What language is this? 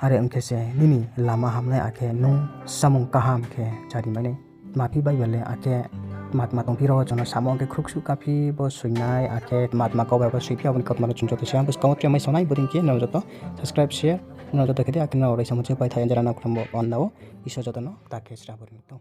Riang (India)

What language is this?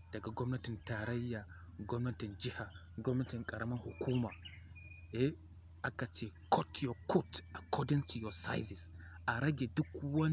Hausa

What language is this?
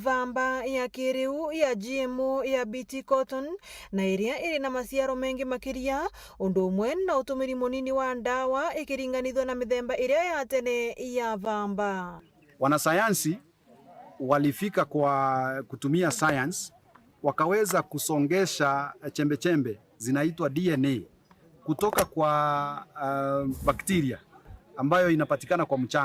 Meru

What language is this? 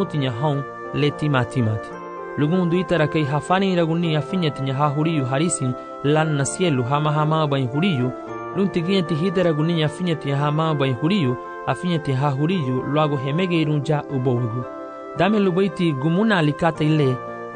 Garifuna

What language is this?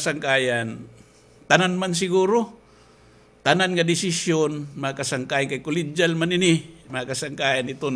Waray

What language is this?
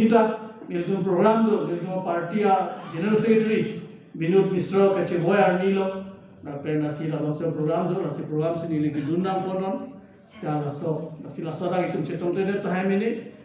Karbi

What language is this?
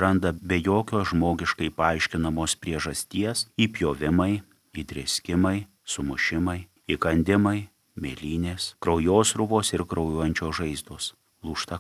Lithuanian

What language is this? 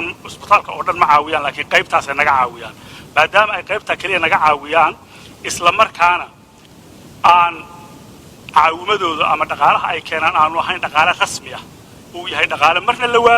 Somali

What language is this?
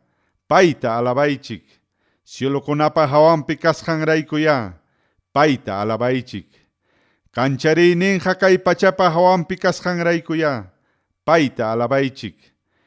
Ayacucho Quechua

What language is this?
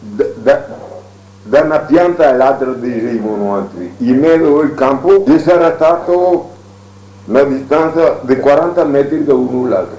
Venetian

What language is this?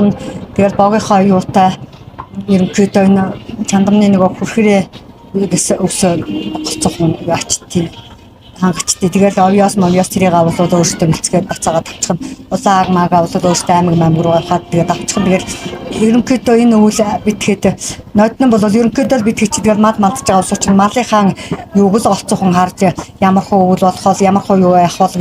Mongolian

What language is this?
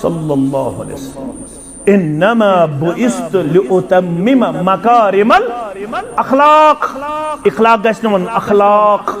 Kashmiri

